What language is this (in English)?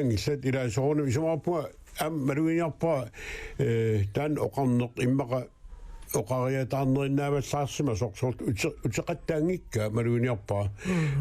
Kalaallisut